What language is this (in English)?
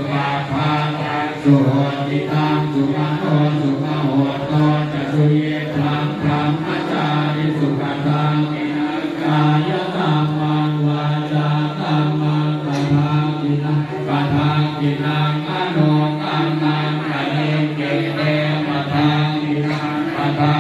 Pali